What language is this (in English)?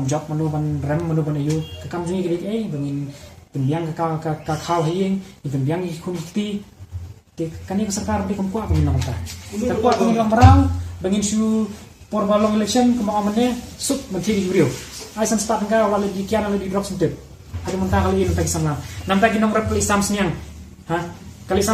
Khasi